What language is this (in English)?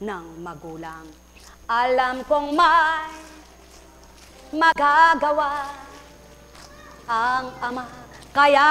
Filipino